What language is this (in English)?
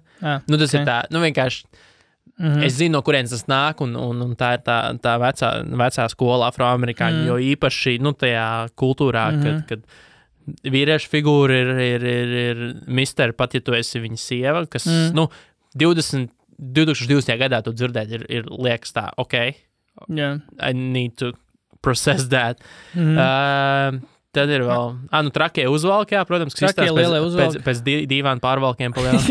Latvian